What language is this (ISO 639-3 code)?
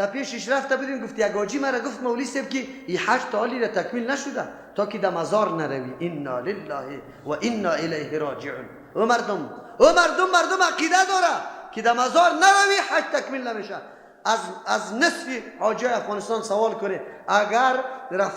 fas